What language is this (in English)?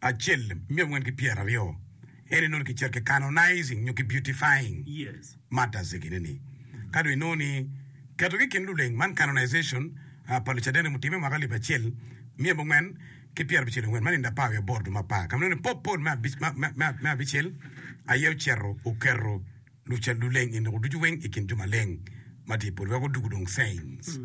Acoli